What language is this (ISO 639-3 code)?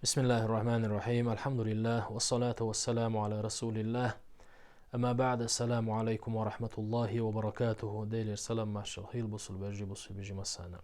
che